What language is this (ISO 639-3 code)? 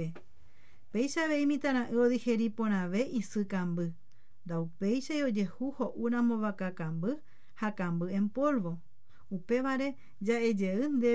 grn